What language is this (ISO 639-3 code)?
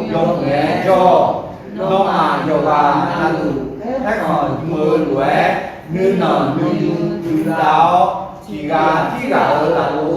ahk